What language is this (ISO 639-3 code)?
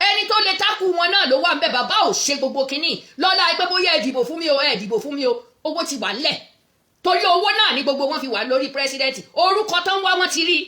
yor